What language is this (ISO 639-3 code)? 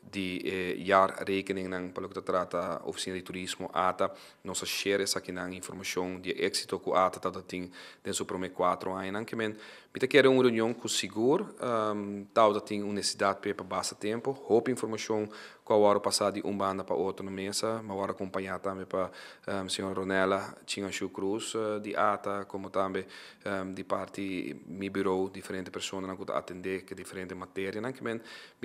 pap